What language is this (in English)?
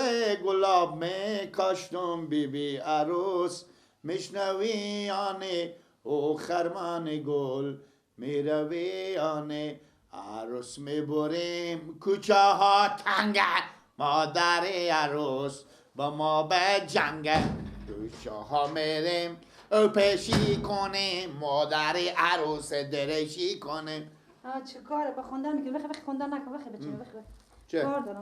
Persian